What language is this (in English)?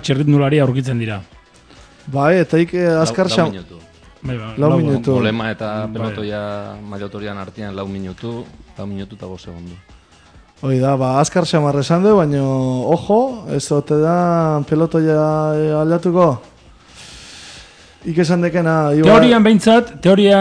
Basque